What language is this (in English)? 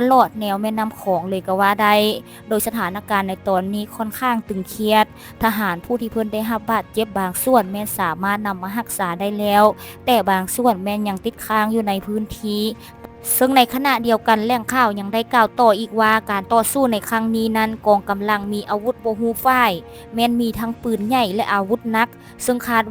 Lao